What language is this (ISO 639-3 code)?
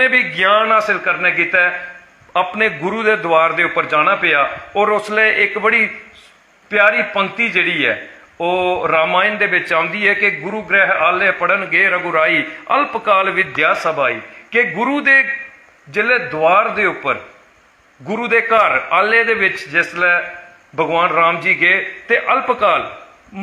doi